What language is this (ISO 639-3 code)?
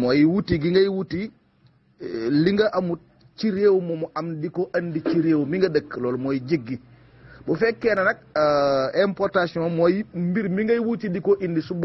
wol